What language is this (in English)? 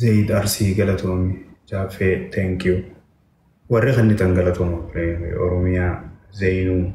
Oromo